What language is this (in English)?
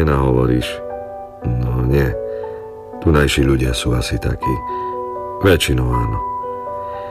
Slovak